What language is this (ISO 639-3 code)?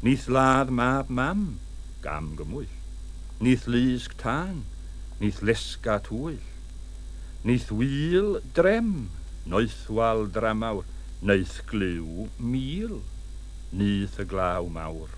cym